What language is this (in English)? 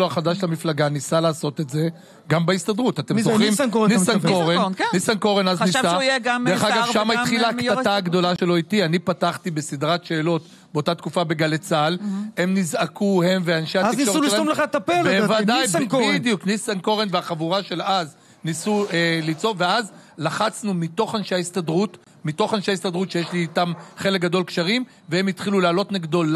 Hebrew